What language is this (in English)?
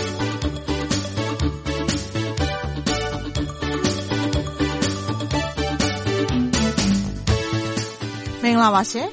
Burmese